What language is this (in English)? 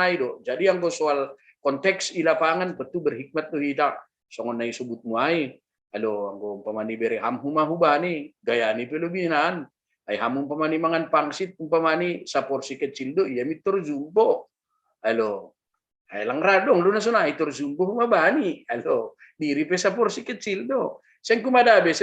Batak Simalungun